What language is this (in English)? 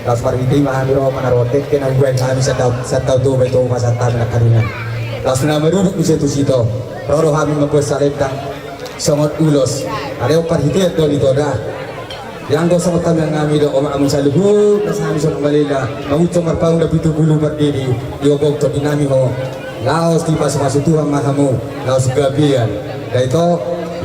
Batak Toba